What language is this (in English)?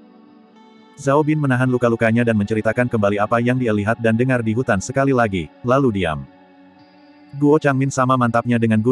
Indonesian